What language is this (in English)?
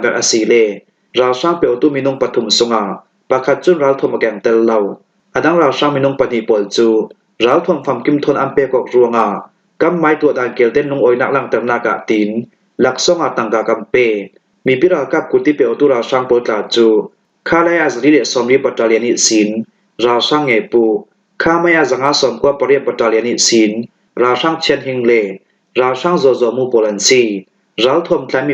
Falam Chin